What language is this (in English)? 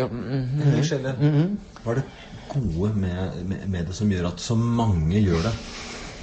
Norwegian